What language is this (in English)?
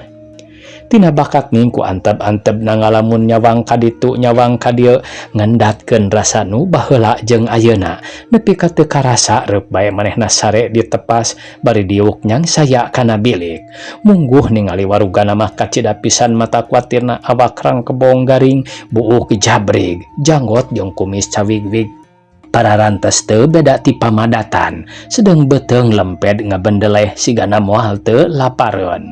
Sundanese